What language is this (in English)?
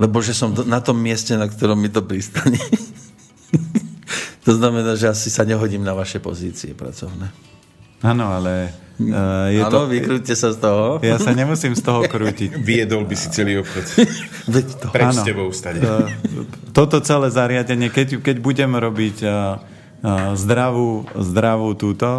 Slovak